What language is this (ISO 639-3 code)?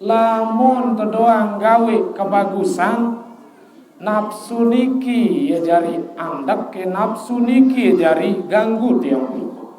sas